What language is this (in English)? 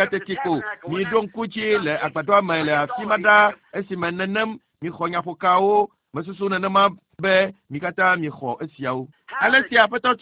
Ewe